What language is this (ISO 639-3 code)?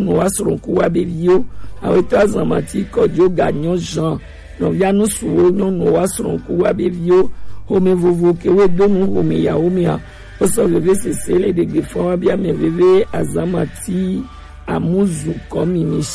gej